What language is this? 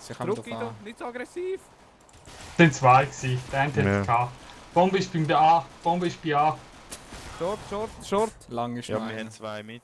Swiss German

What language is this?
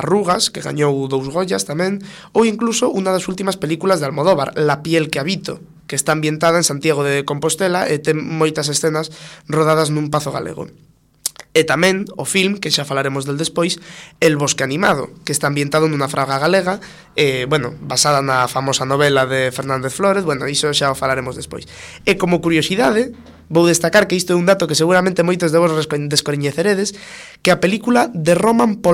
Galician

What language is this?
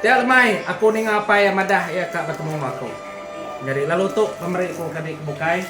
Iban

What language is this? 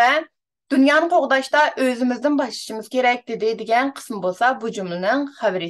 Uyghur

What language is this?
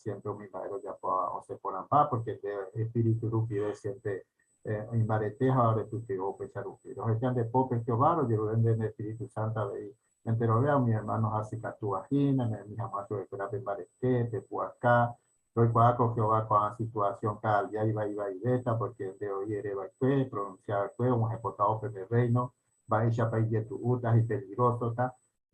Guarani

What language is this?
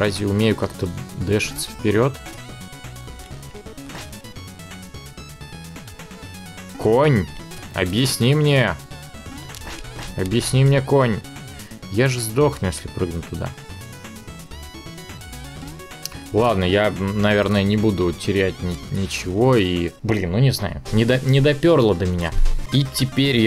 Russian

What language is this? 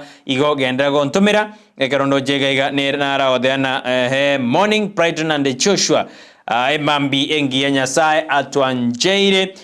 Gusii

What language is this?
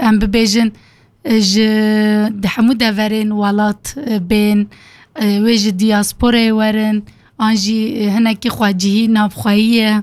Kurdish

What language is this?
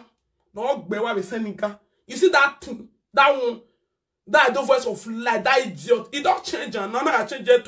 Nigerian Pidgin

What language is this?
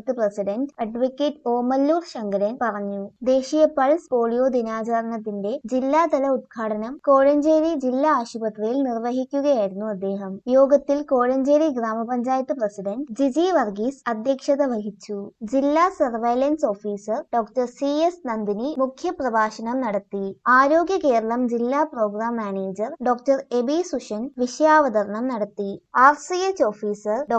Malayalam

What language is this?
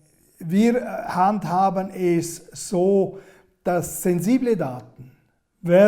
Romansh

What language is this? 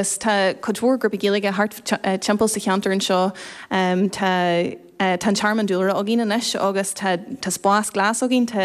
Irish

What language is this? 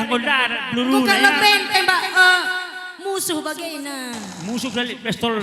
Batak Karo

